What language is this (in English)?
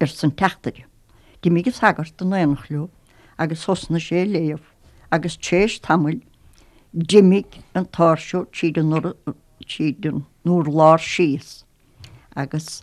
Irish